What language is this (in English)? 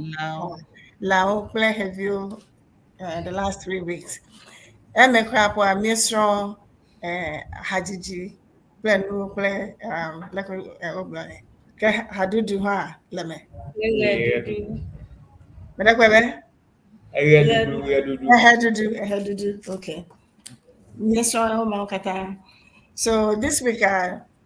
Ewe